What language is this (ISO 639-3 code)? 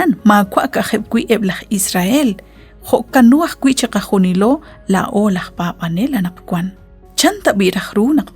kek